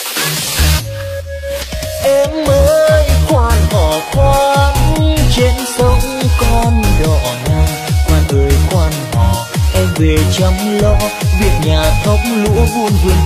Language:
Vietnamese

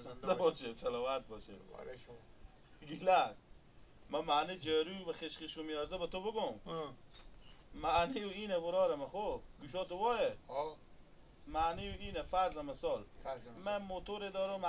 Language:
Hazaragi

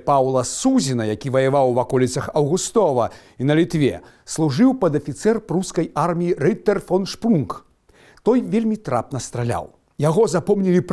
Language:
Belarusian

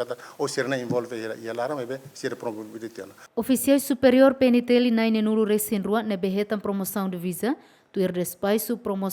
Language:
Tetum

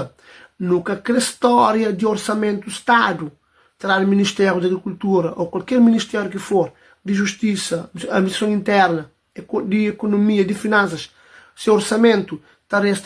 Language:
Kabuverdianu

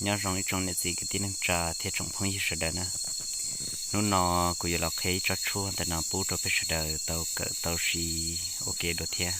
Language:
Hmong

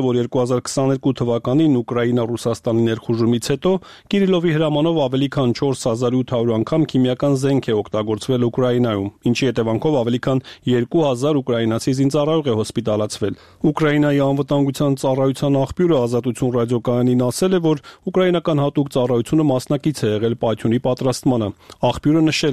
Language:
Armenian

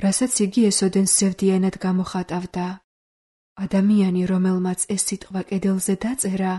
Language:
Georgian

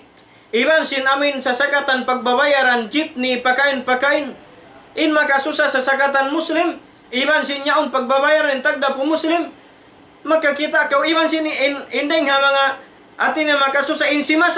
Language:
Tausug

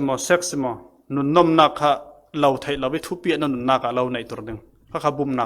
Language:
Falam Chin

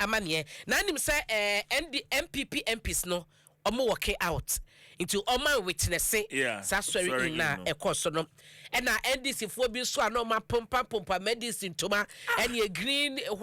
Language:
Akan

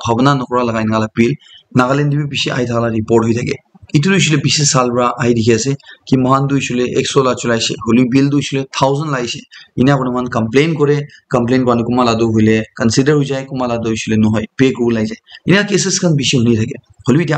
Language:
Naga Pidgin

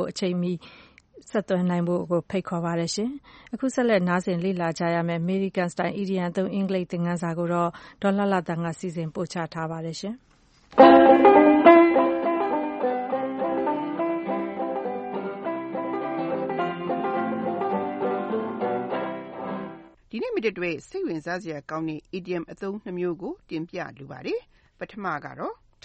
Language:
Burmese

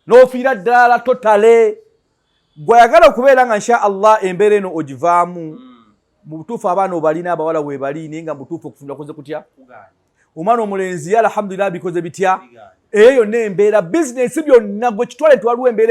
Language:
Ganda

